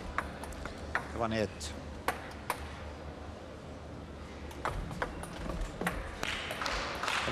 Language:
Swedish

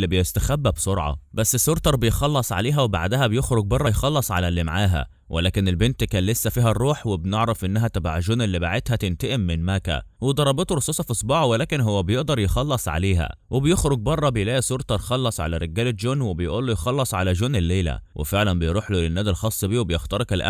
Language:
Egyptian Arabic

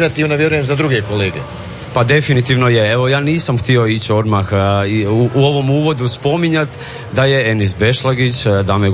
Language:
Croatian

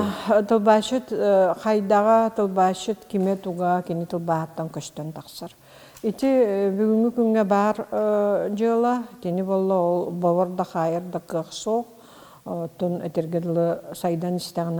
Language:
Yakut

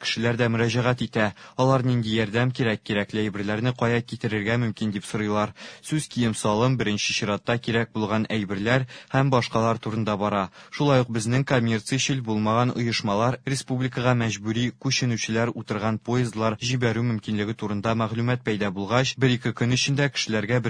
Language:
Tatar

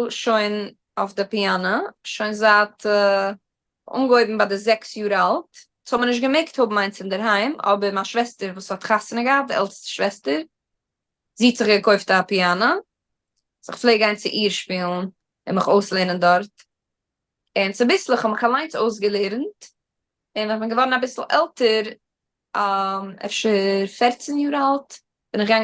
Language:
Yiddish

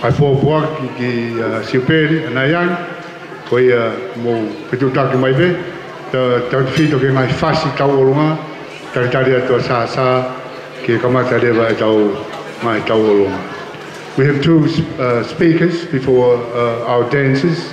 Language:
Tongan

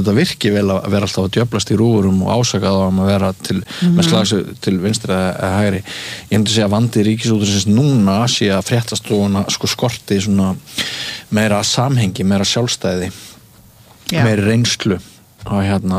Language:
Icelandic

